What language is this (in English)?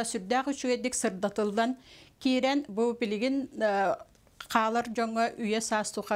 Yakut